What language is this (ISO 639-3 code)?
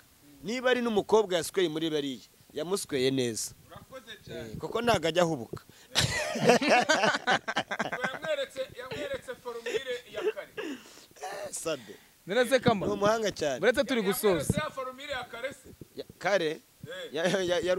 kin